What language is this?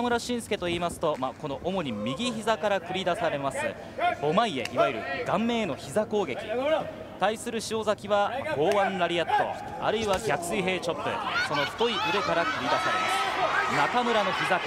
Japanese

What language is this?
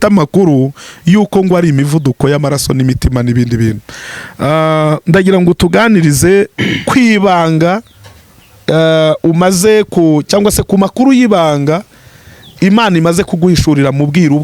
Kinyarwanda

